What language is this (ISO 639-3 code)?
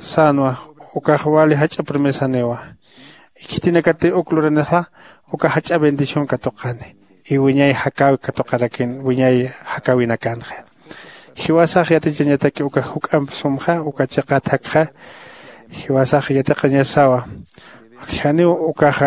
aym